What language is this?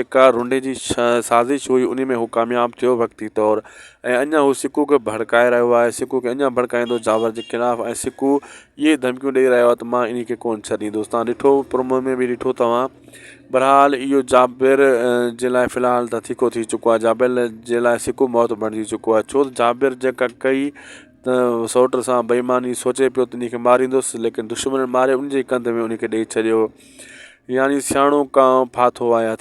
Sindhi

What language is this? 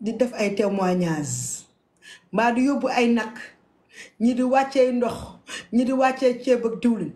Wolof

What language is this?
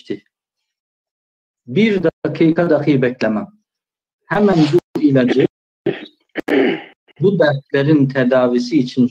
Turkish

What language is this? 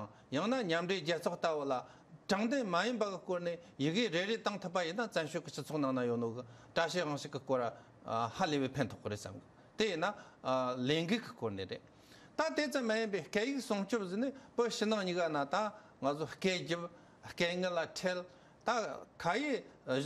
Tibetan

